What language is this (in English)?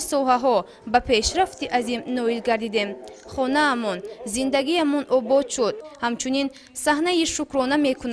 Tajik